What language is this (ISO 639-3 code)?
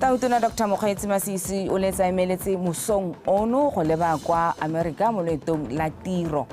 tsn